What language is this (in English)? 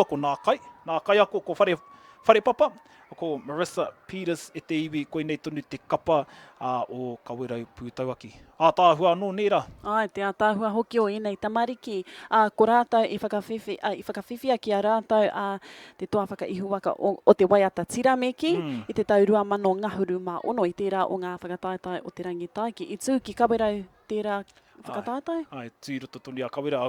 Māori